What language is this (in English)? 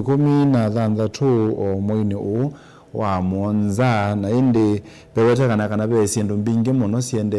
Kamba